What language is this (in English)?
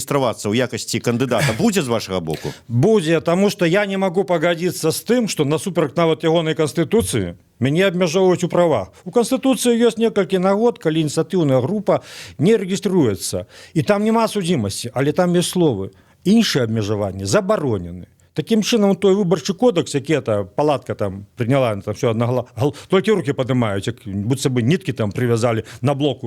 Belarusian